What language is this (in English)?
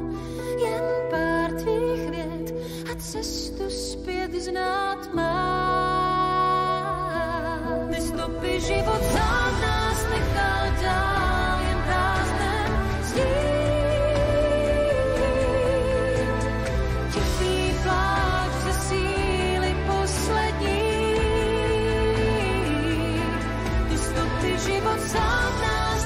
Czech